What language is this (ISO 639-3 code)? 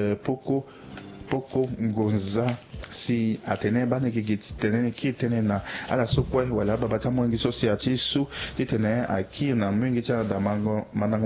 sag